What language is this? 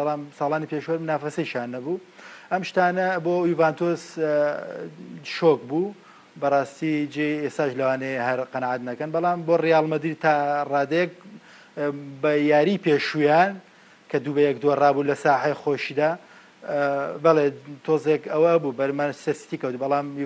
Central Kurdish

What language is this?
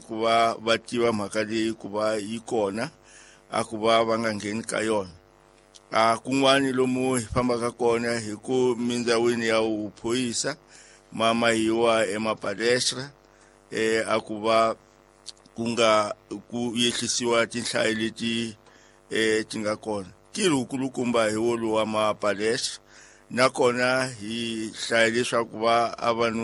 Tsonga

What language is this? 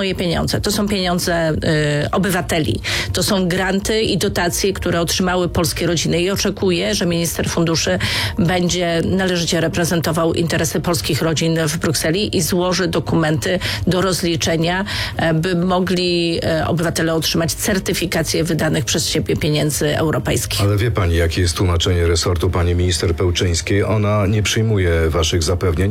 Polish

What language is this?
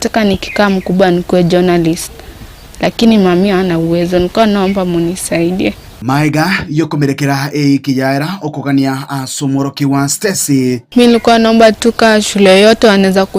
Gusii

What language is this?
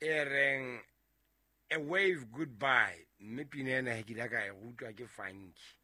Southern Sotho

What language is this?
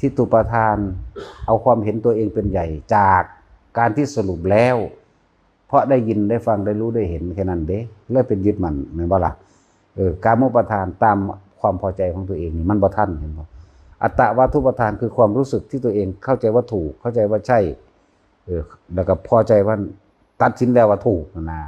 Northeastern Thai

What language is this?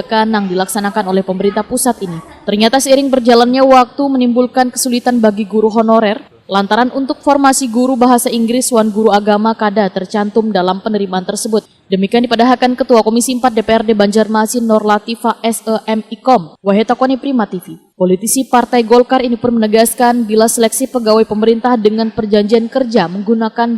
Banjar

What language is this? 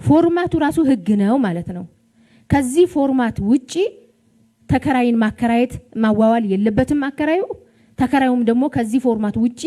Amharic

